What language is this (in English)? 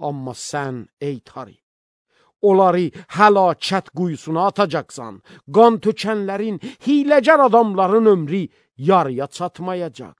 Azerbaijani